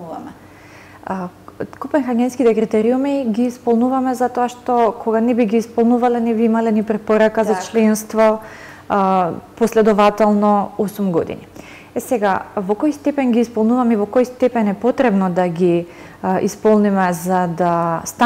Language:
Macedonian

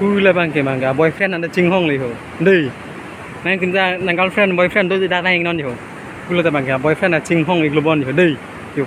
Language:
Karbi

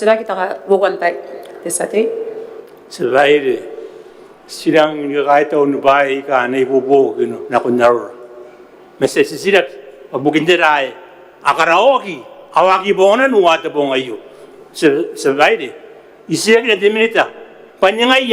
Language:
Gilbertese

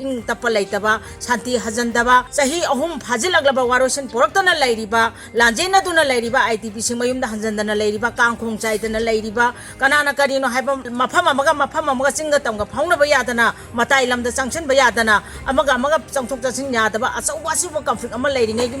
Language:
Manipuri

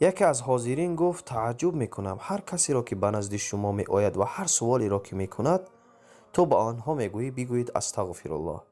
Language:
Tajik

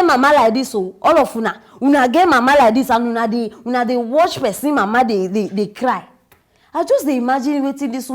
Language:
Nigerian Pidgin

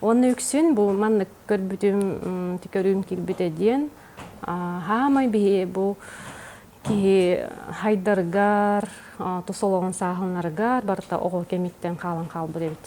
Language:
Yakut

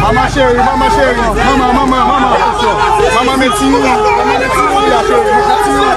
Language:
Haitian Creole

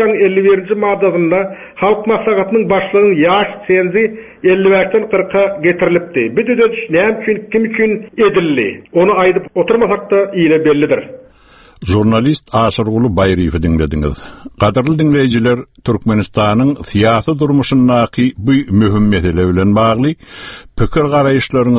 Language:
Turkmen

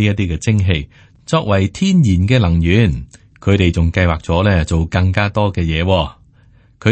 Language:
Cantonese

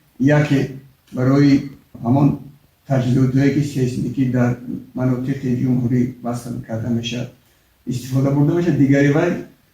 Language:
Tajik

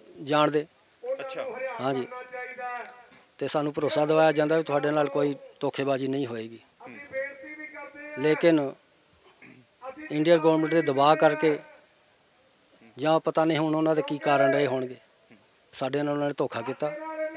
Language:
Punjabi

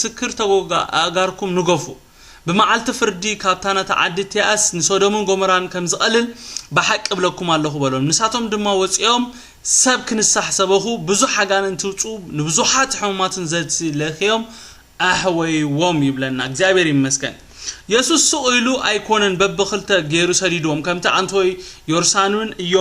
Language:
Tigrinya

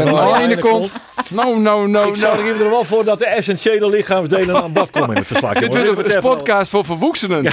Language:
Western Frisian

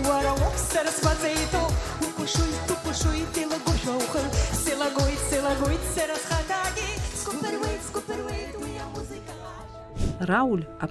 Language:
Abkhazian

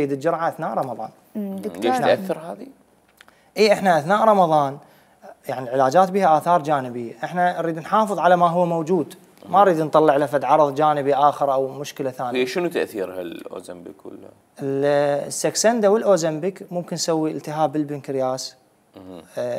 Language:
Mesopotamian Arabic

